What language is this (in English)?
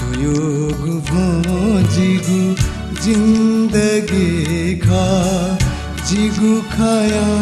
Newari